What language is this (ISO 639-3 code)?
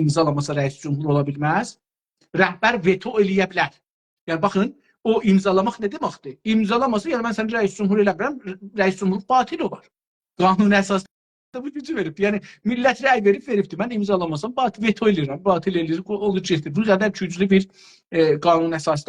azb